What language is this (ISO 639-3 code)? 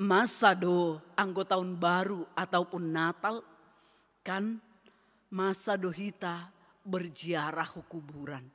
bts